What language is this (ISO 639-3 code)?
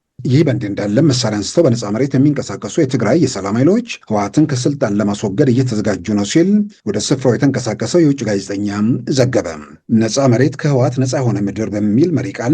amh